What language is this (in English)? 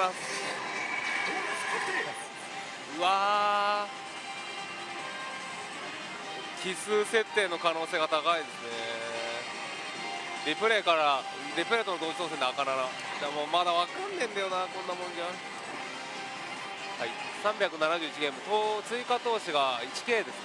Japanese